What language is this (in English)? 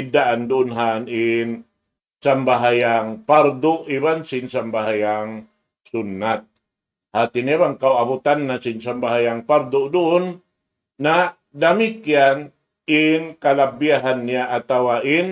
Tausug